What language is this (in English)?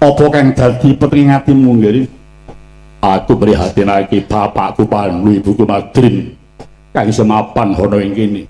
Javanese